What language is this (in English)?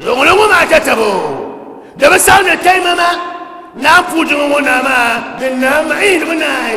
Dagbani